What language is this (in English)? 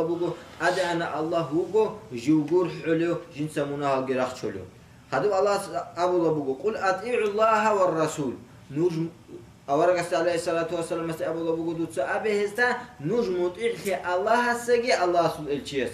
Avaric